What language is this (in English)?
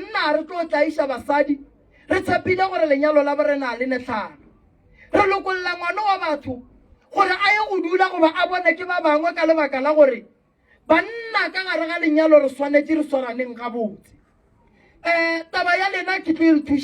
Northern Sotho